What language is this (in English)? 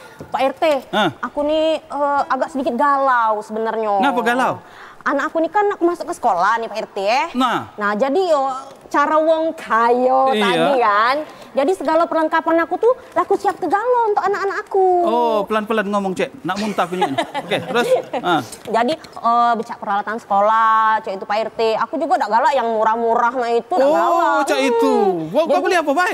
Musi